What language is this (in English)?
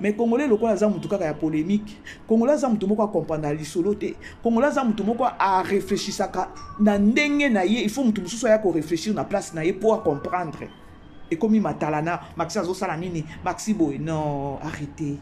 Lingala